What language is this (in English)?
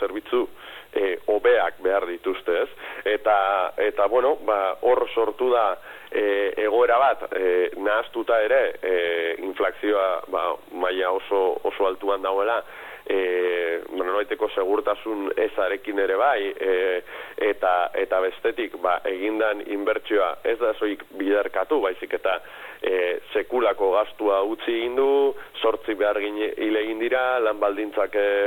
Basque